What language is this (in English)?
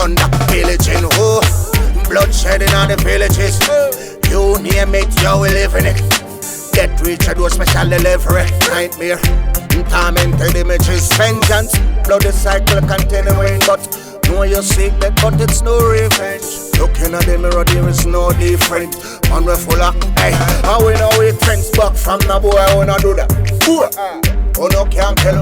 Jamaican Creole English